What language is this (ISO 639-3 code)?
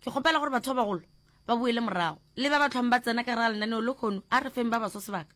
nso